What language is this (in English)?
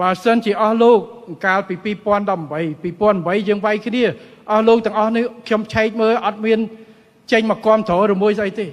Khmer